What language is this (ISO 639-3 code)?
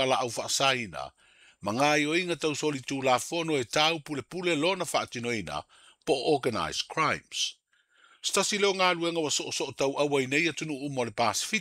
smo